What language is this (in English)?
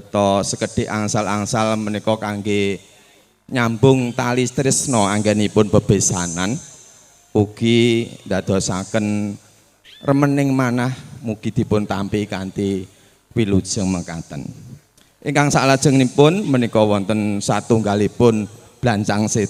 Javanese